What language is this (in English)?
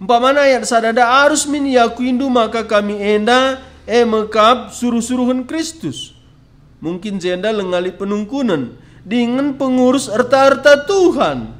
Batak Karo